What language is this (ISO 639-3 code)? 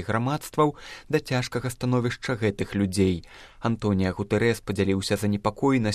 bel